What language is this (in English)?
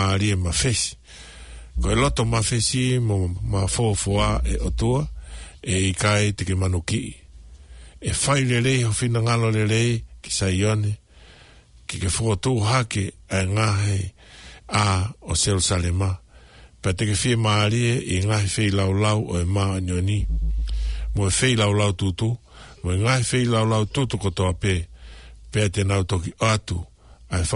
Tongan